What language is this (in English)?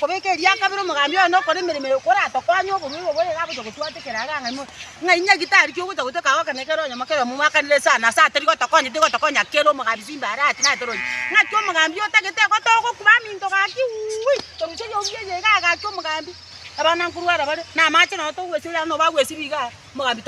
Gusii